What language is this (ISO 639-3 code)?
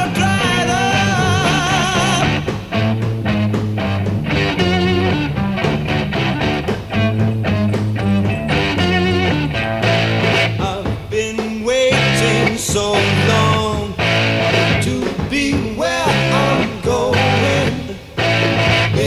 spa